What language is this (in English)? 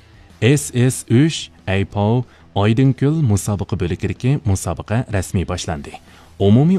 Uyghur